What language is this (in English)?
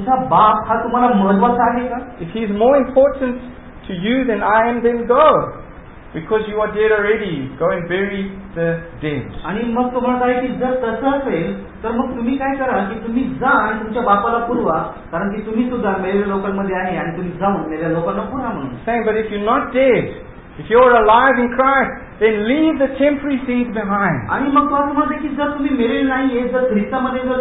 Marathi